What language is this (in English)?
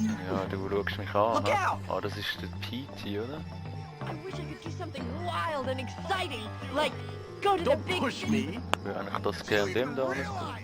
Swiss German